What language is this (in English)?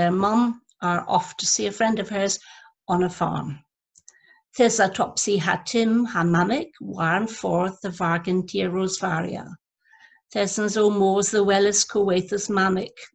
Cornish